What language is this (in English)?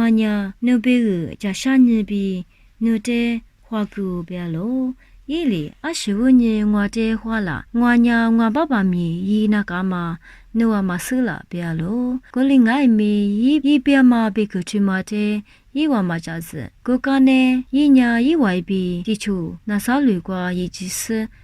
Lisu